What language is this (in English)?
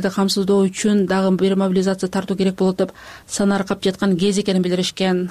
Kyrgyz